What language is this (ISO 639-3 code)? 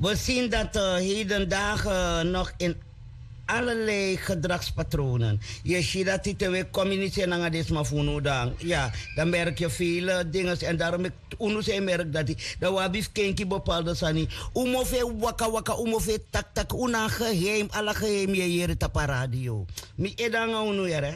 srn